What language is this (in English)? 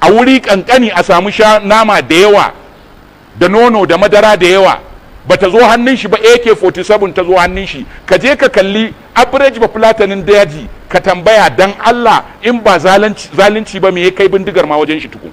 Hausa